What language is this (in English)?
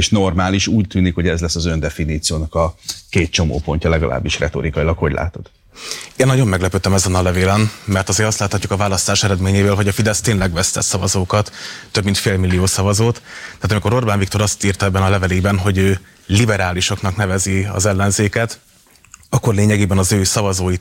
Hungarian